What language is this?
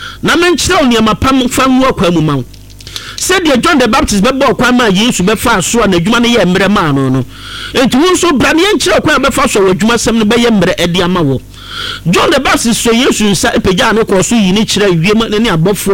Akan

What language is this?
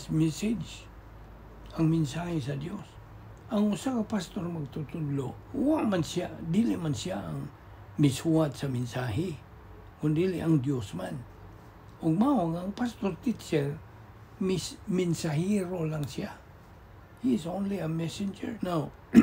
Cebuano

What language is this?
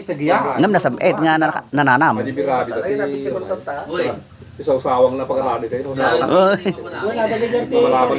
Iloko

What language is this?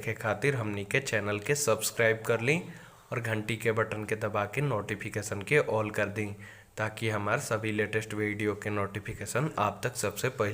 Bhojpuri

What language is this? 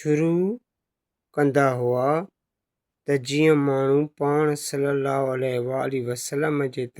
Sindhi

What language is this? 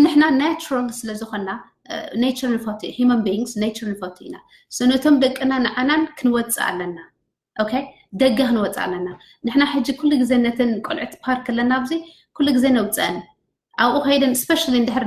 Tigrinya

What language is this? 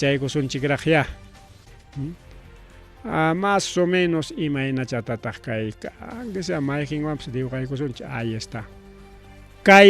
Ayacucho Quechua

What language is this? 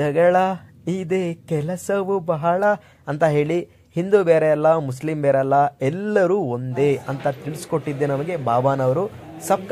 Kannada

